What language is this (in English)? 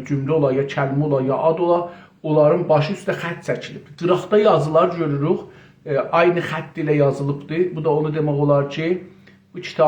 South Azerbaijani